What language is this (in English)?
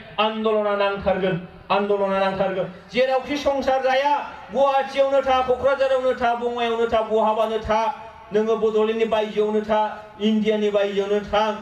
Bodo